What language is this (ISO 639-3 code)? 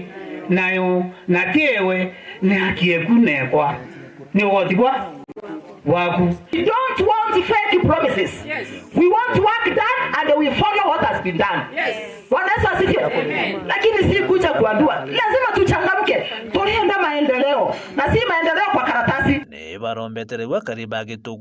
mer